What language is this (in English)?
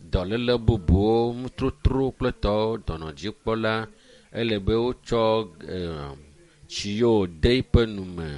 Ewe